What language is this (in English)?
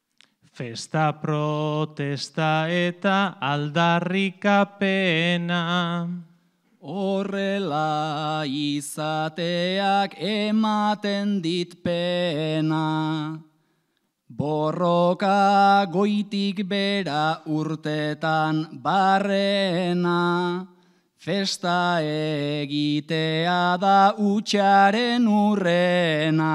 Basque